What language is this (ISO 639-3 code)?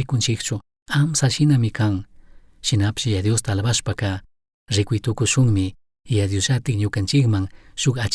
qug